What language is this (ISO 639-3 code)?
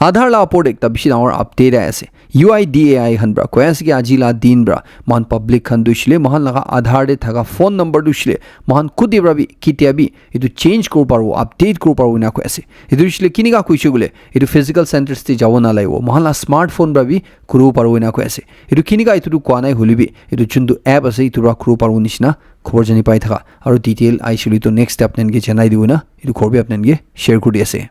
nag